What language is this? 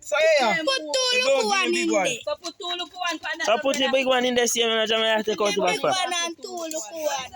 Jamaican Creole English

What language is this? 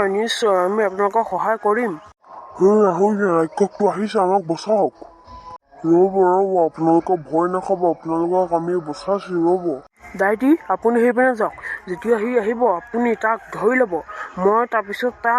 Assamese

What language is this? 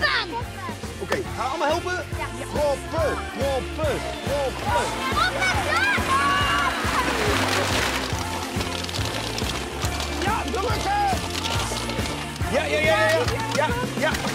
Dutch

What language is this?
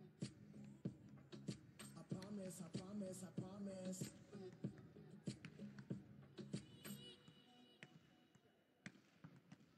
Chinese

